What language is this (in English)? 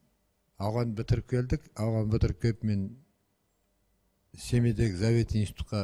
Kazakh